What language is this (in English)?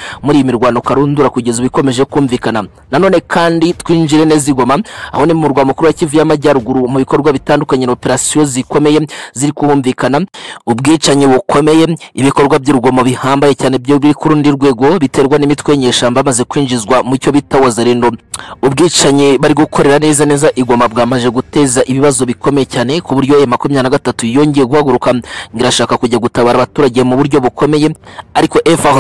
Kinyarwanda